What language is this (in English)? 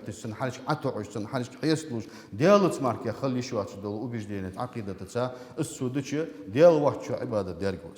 Ingush